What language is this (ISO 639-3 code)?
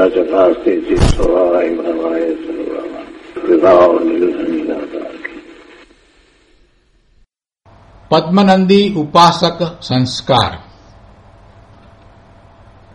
guj